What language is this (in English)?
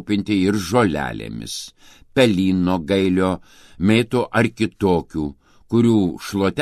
Lithuanian